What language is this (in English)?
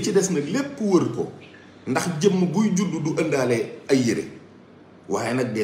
Wolof